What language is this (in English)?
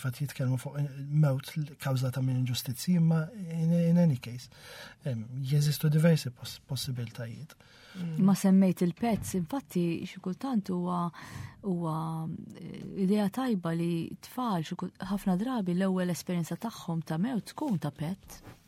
Maltese